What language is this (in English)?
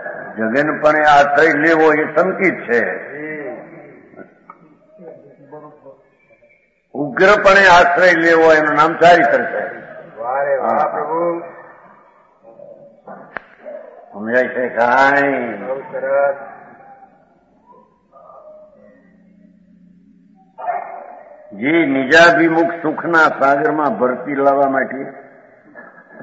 Gujarati